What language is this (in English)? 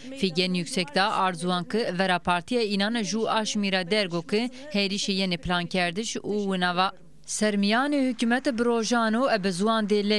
Zaza